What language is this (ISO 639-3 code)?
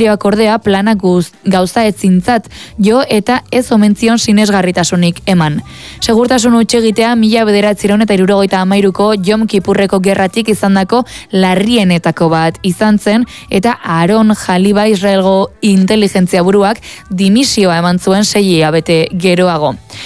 eus